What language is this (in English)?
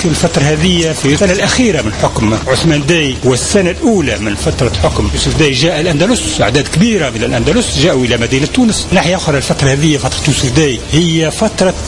Tunisian Arabic